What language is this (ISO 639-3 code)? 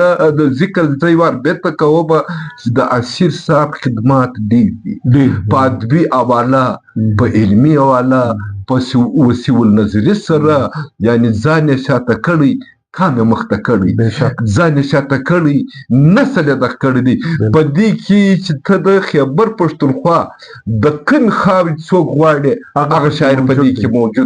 pus